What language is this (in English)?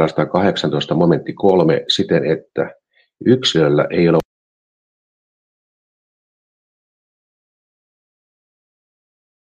Finnish